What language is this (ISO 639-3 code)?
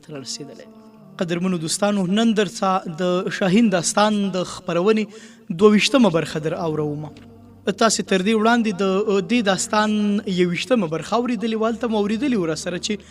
pus